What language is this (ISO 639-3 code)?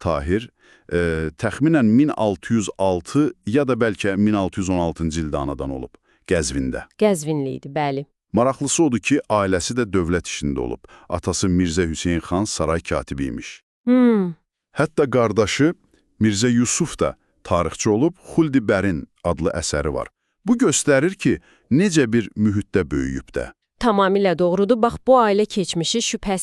aze